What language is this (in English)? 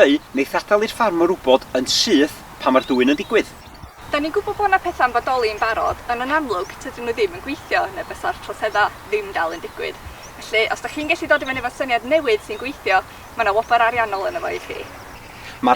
Welsh